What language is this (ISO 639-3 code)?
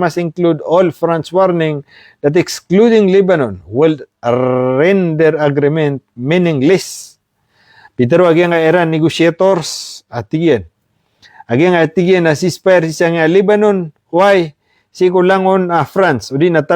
mrw